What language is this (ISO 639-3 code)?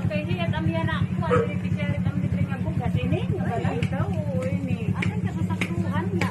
war